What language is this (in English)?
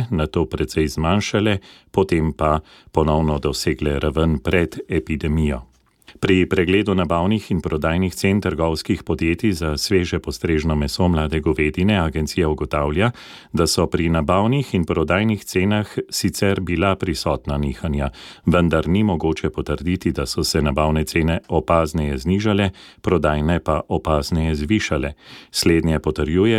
Slovenian